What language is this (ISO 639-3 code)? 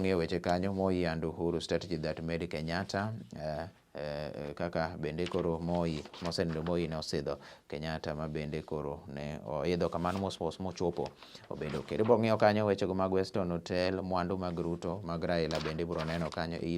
luo